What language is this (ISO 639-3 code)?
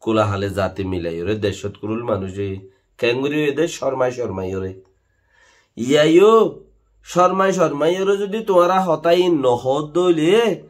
rhg